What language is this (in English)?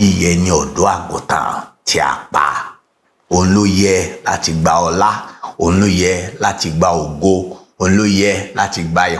Yoruba